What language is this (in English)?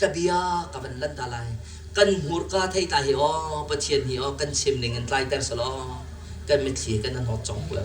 Hakha Chin